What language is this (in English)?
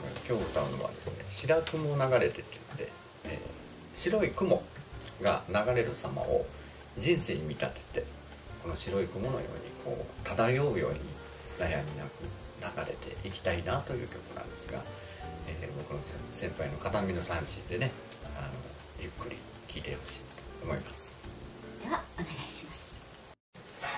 Japanese